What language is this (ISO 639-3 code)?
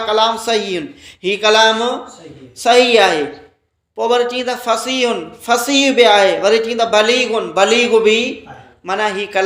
snd